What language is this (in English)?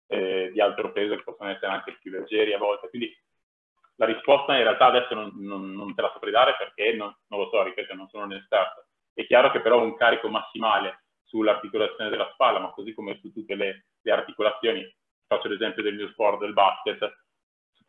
Italian